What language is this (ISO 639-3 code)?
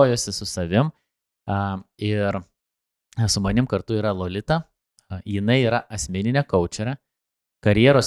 lit